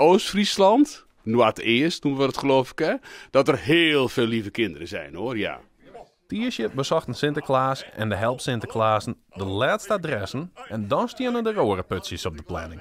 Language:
Western Frisian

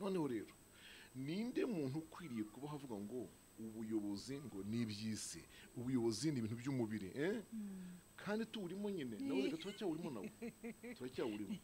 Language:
Kinyarwanda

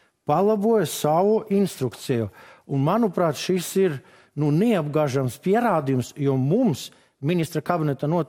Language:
Latvian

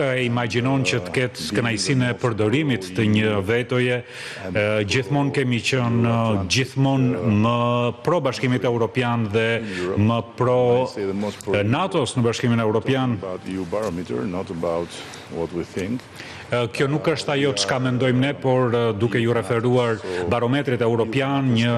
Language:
Albanian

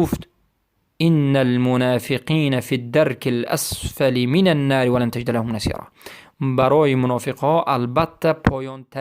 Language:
Persian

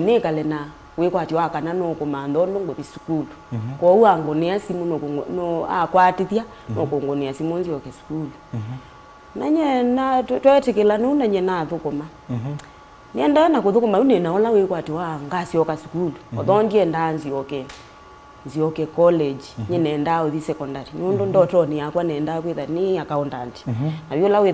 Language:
Kamba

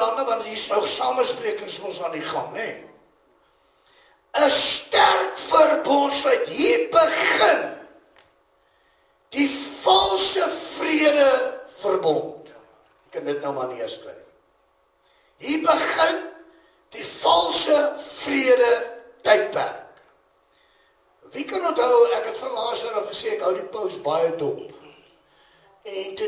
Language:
Afrikaans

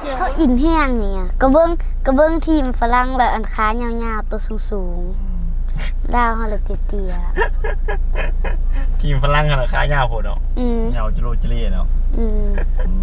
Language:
Lao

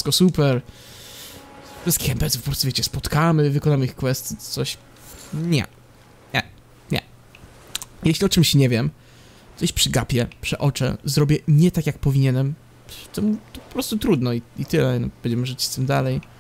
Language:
Polish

